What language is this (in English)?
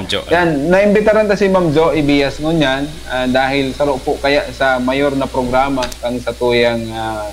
Bikol